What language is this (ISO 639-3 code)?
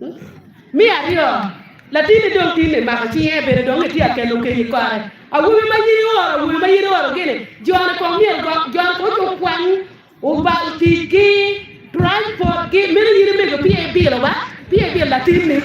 ach